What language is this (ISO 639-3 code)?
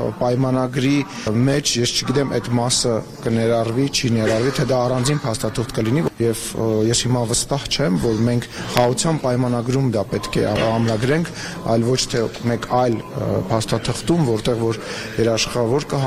hye